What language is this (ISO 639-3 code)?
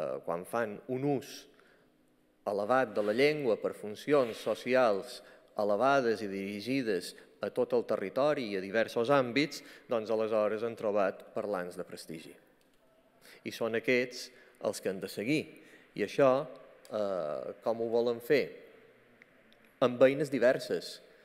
cat